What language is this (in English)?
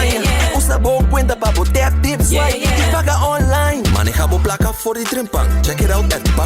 Papiamento